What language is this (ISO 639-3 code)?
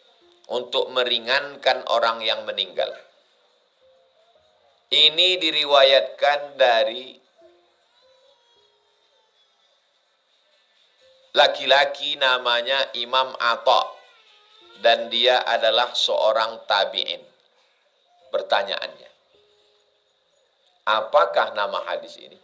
ind